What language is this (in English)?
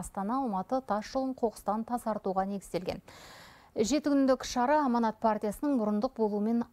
Kazakh